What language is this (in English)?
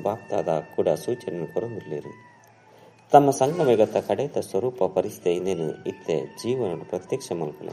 Tulu